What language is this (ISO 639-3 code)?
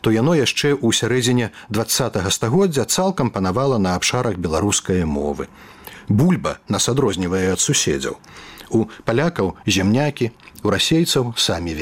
bel